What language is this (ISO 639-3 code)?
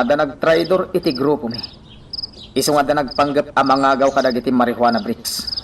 ilo